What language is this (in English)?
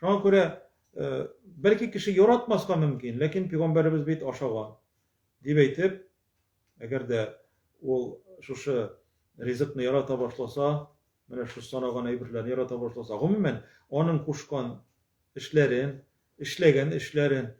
Tatar